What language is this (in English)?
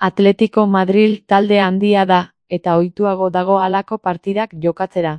Basque